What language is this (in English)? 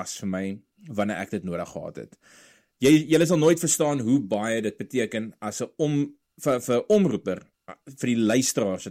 Afrikaans